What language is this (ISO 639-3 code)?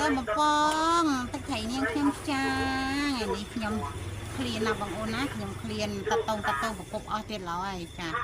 khm